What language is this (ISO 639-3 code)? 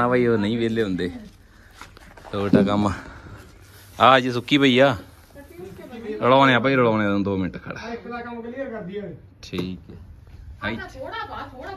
pan